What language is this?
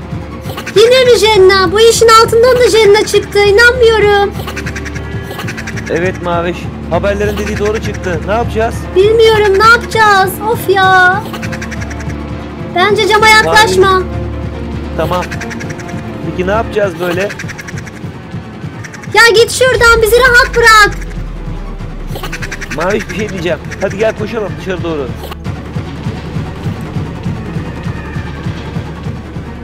Turkish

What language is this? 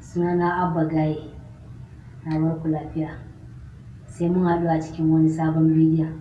Hausa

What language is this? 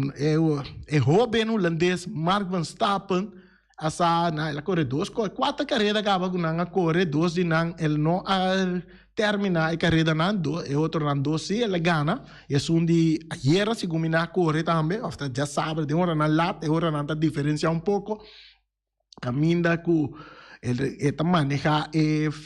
Papiamento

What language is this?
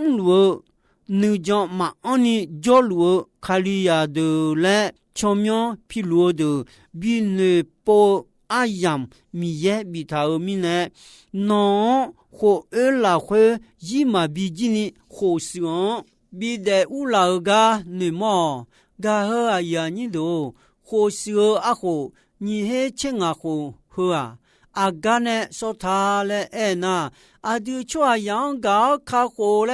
Akha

